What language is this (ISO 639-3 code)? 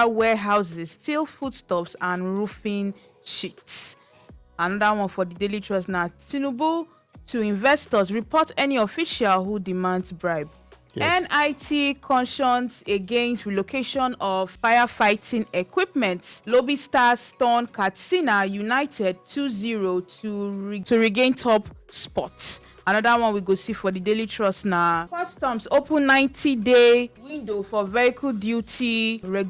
pcm